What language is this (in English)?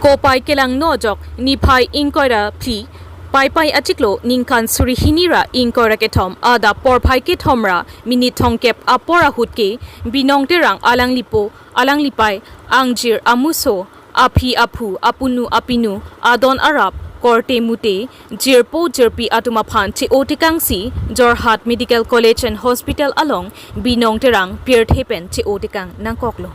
Karbi